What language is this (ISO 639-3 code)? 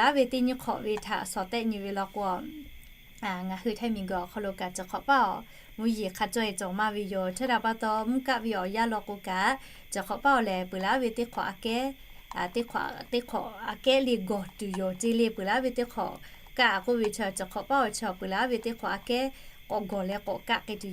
lhu